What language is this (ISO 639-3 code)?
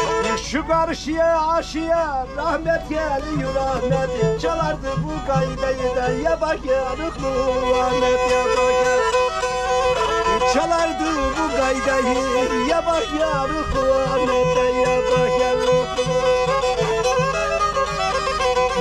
tur